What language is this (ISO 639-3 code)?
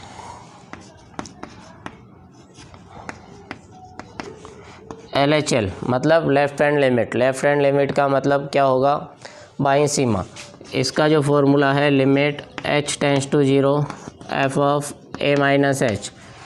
hin